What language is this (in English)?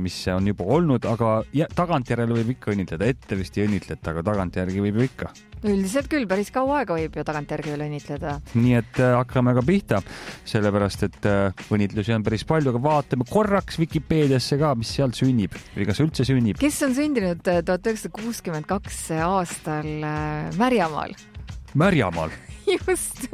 Estonian